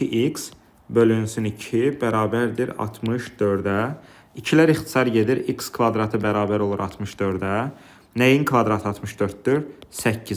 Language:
Azerbaijani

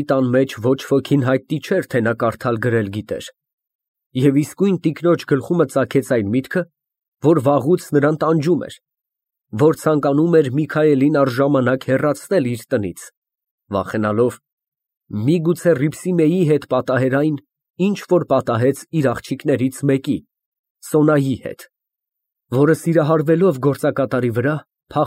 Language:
Armenian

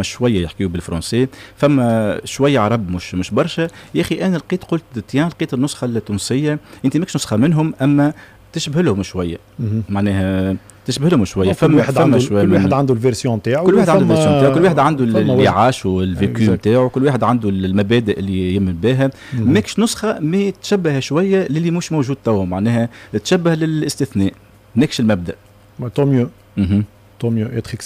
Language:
Tunisian Arabic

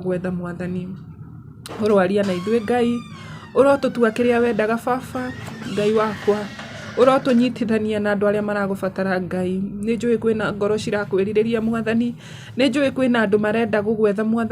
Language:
Kikuyu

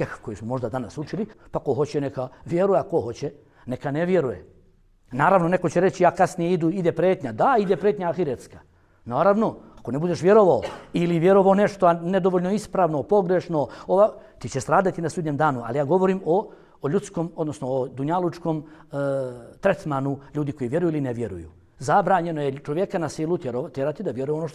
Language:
Bosnian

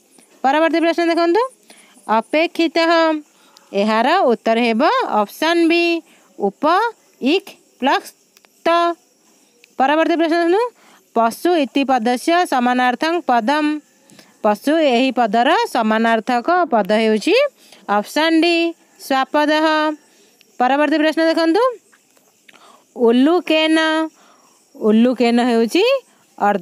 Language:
Odia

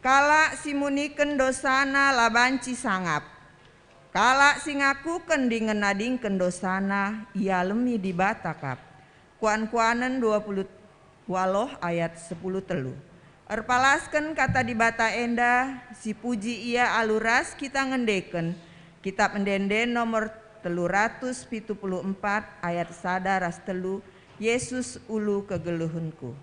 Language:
Batak Karo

